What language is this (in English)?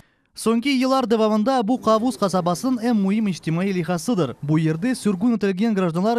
Crimean Tatar